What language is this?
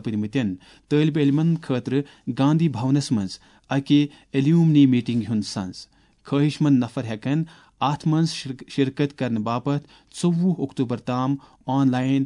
Kashmiri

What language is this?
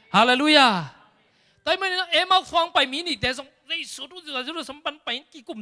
Thai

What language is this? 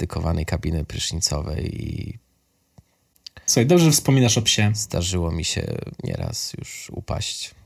Polish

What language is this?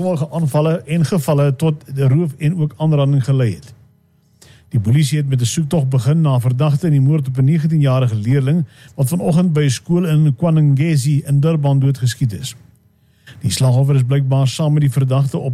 Afrikaans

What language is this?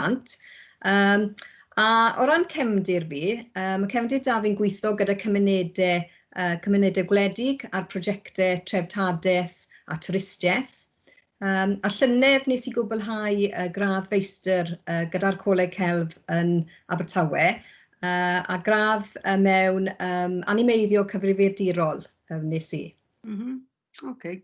Welsh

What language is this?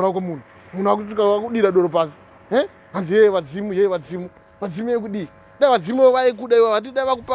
Shona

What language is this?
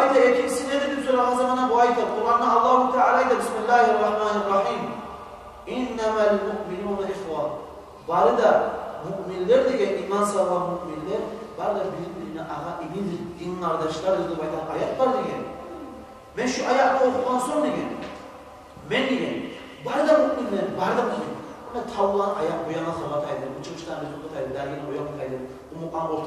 Kumyk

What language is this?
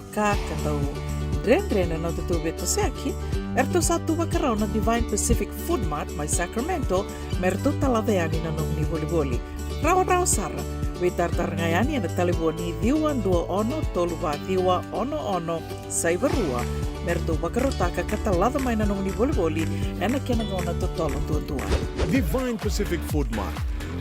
Fijian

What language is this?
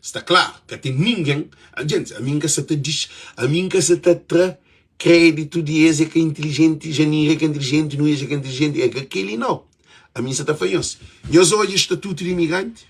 Kabuverdianu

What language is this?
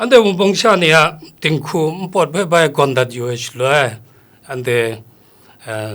Kachin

